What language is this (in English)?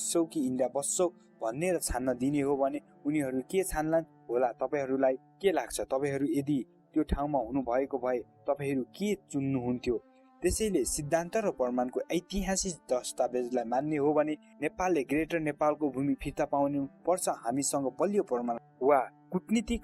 Nepali